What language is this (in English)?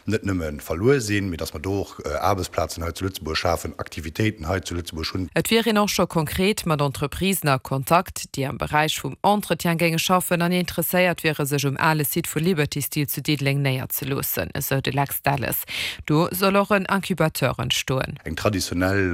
Luxembourgish